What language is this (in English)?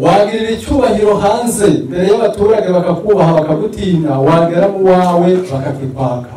Kinyarwanda